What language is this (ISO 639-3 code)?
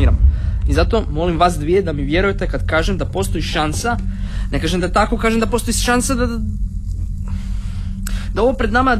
hrv